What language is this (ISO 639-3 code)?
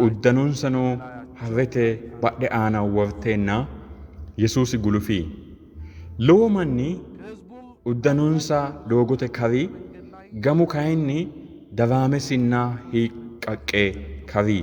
sid